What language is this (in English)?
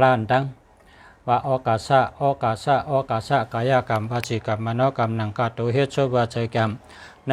Shan